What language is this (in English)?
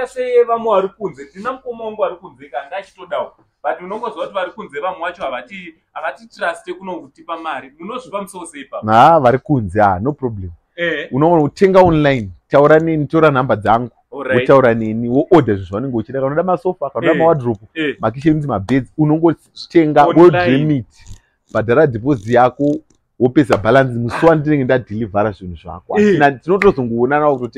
Shona